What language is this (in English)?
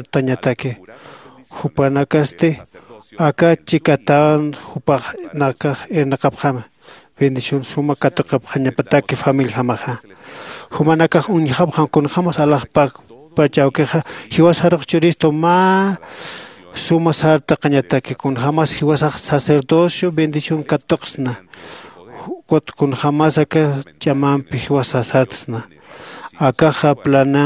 Aymara